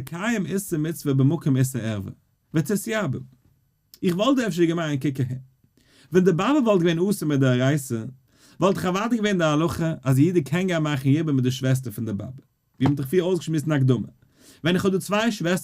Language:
Yiddish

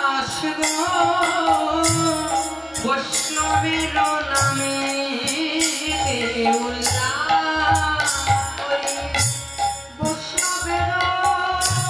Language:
Bangla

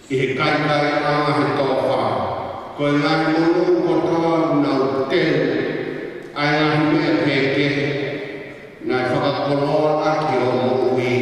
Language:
Tongan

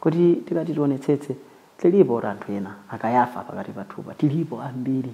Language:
Nyanja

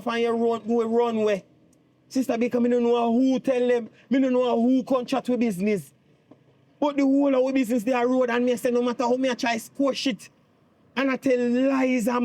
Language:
Jamaican Creole English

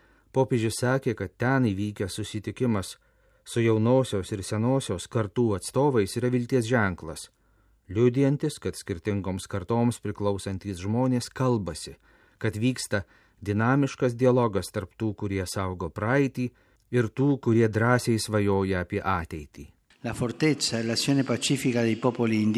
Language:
Lithuanian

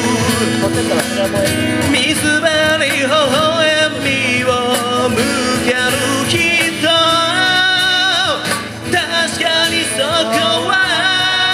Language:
Japanese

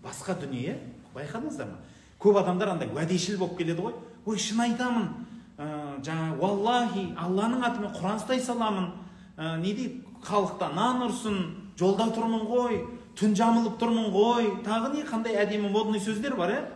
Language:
Kazakh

